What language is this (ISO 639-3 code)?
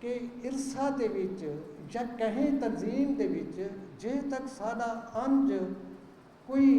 skr